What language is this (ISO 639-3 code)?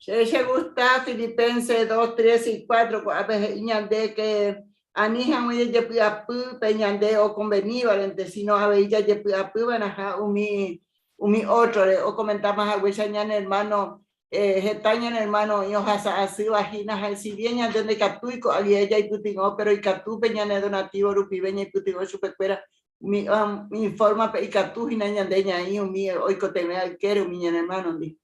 grn